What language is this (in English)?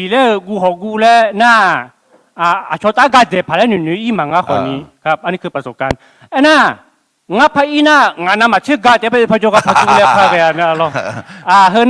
Akha